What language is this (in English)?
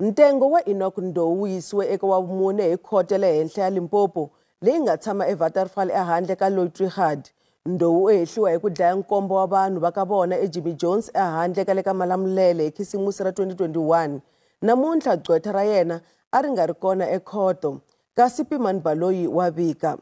Tsonga